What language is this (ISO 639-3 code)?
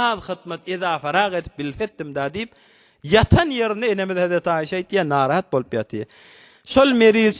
tuk